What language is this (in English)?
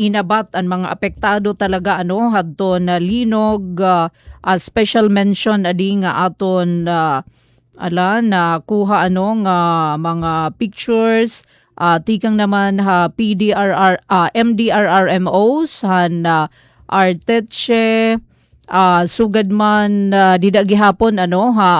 Waray